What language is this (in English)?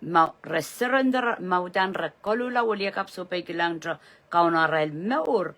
Pohnpeian